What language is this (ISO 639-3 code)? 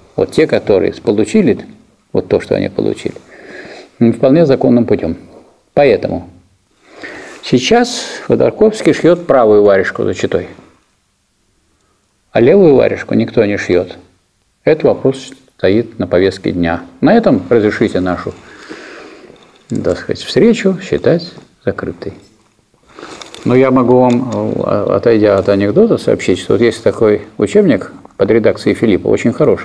rus